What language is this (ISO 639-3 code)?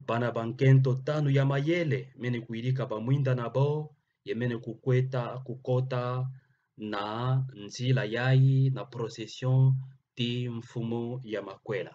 ktu